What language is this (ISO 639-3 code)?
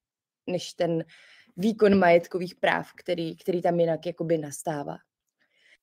ces